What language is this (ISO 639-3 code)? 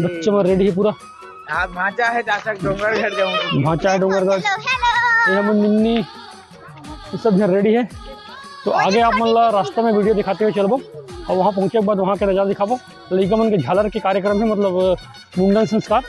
hne